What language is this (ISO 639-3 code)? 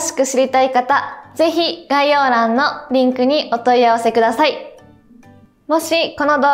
jpn